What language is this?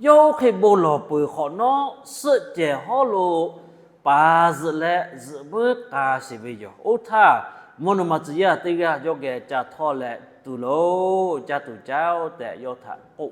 Lahu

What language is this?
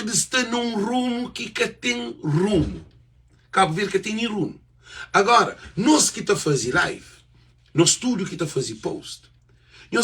Kabuverdianu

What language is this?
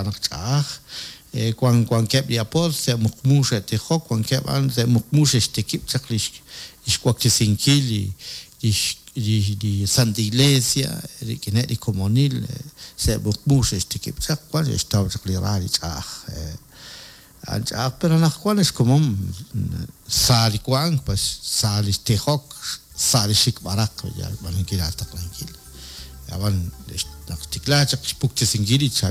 Kekchí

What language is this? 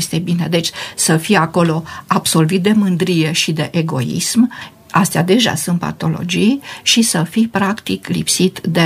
Romanian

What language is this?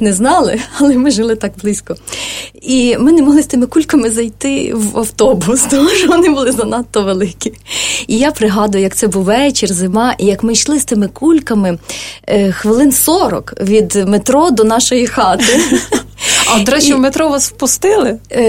Ukrainian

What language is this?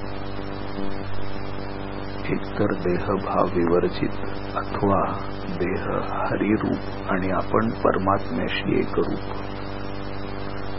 Marathi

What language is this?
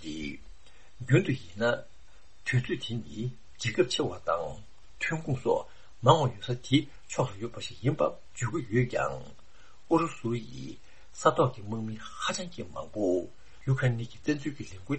Tibetan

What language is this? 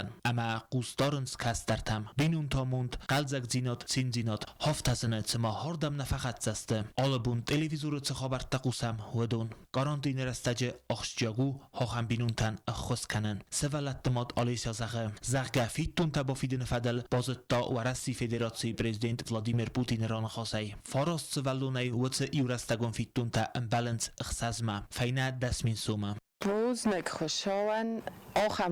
Ossetic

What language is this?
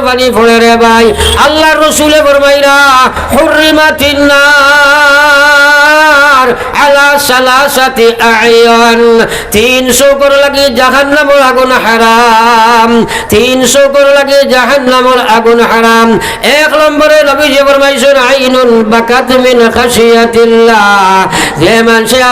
Sylheti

